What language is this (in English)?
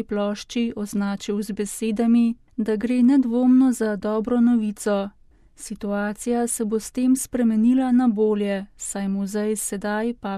Slovenian